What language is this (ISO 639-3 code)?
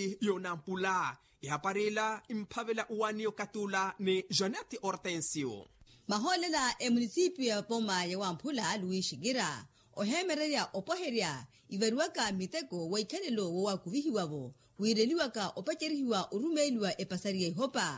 vmw